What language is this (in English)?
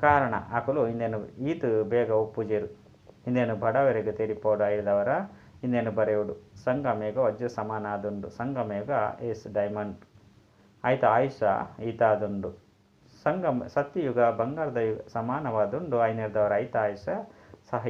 Tulu